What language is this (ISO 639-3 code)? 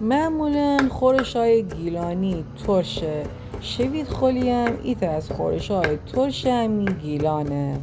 glk